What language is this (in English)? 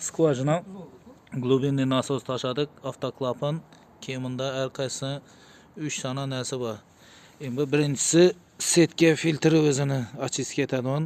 Uzbek